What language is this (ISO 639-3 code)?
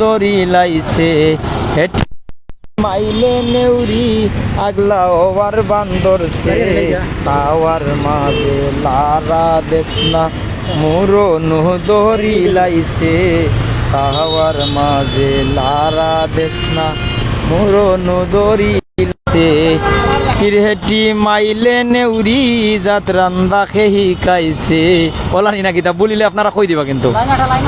syl